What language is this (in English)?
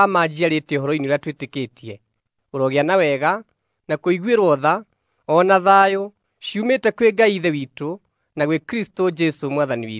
Kikuyu